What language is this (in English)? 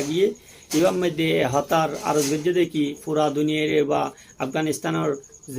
Rohingya